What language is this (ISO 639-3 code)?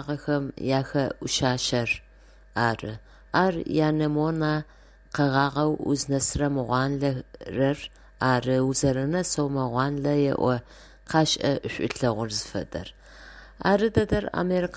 ady